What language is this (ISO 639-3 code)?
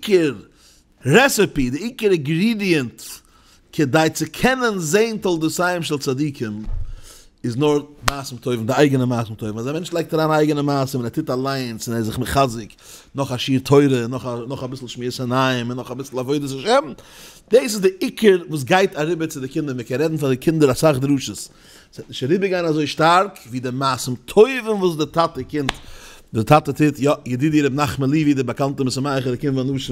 yid